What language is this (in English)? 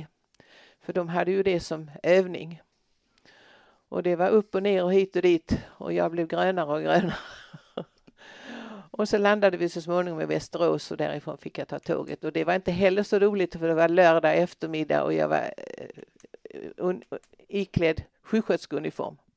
Swedish